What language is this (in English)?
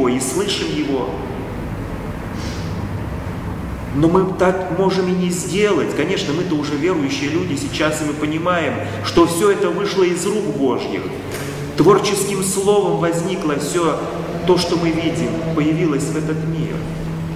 Russian